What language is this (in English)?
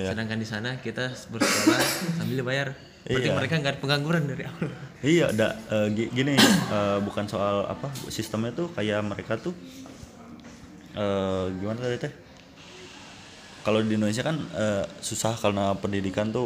Indonesian